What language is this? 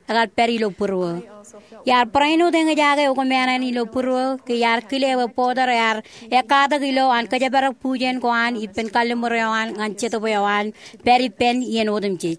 Marshallese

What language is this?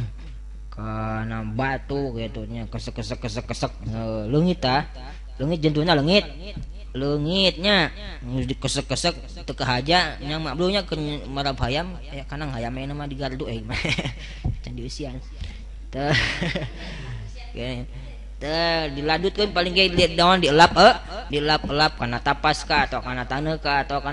Sundanese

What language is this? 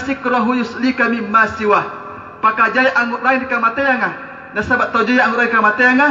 Makasar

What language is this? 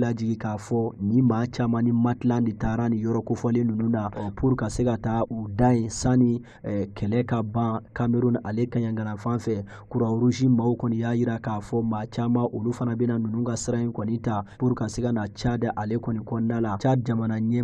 Bambara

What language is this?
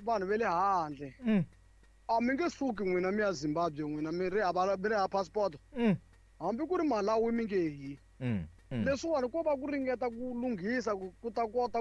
Tsonga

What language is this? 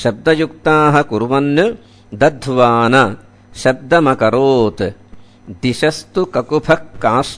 Sanskrit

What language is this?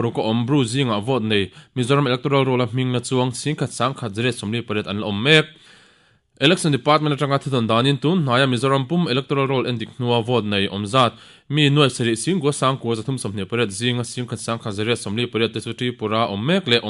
Mizo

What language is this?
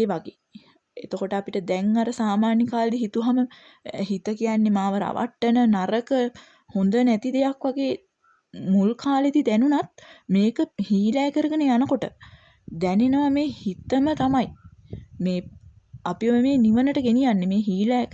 Sinhala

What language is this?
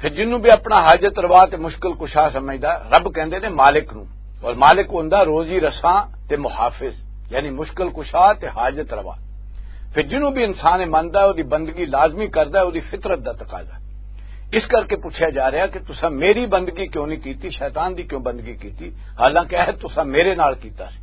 Western Panjabi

